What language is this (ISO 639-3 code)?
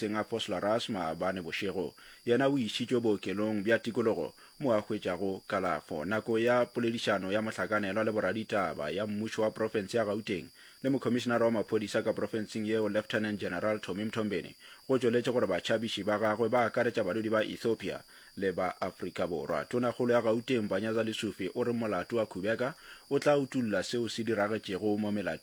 nso